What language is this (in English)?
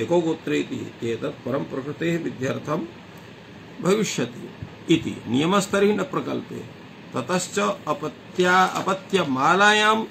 Sanskrit